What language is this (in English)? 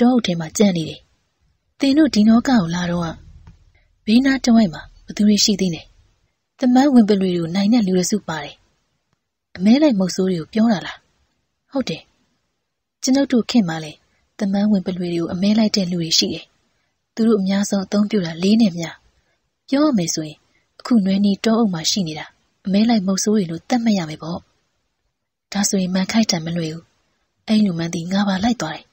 Burmese